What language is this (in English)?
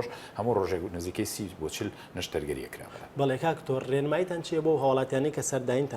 Central Kurdish